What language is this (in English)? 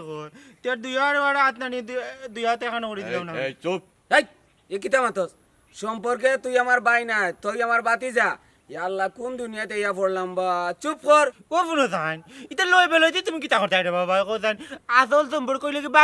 Sylheti